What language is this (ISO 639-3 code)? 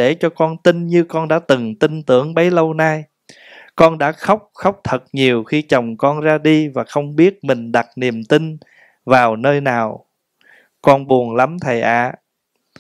vie